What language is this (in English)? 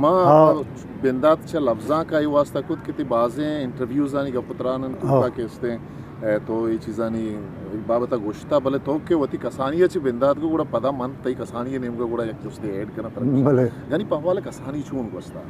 Eastern Balochi